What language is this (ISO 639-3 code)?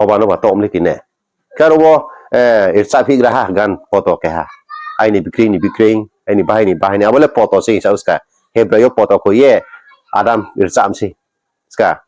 ria